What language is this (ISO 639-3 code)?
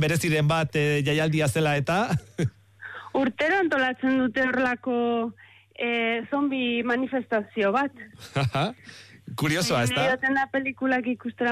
eus